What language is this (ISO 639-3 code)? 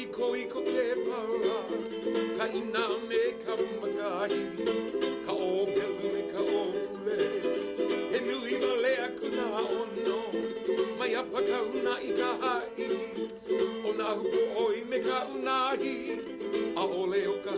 haw